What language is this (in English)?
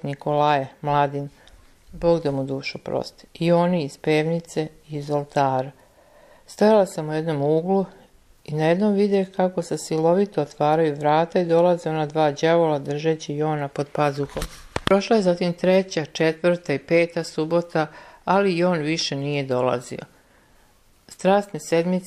Serbian